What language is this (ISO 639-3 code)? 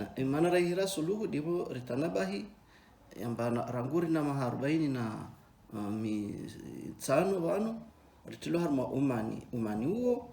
zdj